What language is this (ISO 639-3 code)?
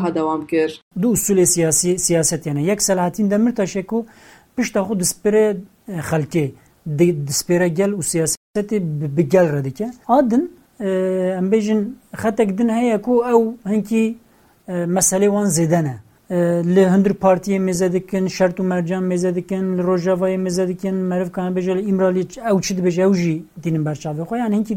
kur